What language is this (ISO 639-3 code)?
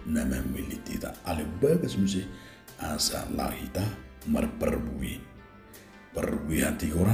bbc